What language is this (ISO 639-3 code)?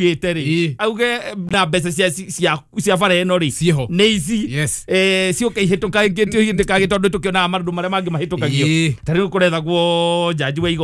kik